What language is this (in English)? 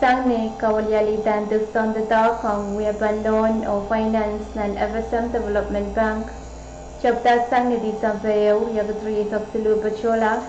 Pohnpeian